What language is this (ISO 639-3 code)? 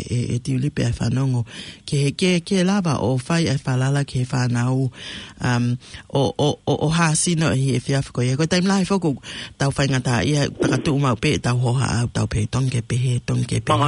ton